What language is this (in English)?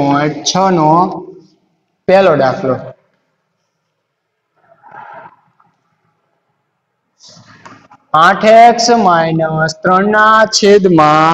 Gujarati